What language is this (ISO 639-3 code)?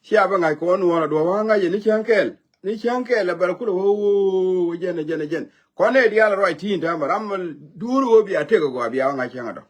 nus